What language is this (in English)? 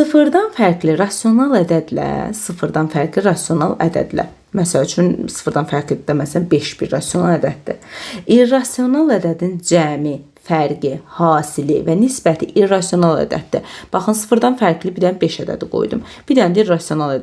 Azerbaijani